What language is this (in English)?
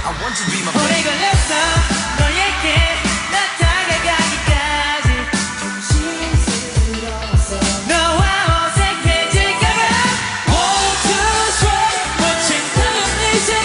Korean